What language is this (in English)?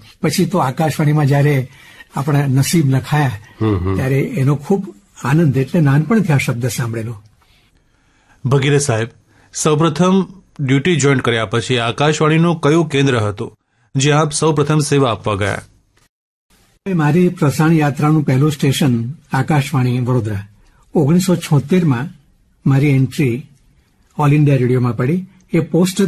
Gujarati